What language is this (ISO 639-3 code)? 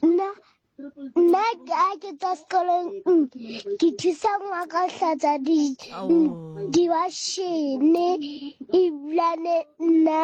sot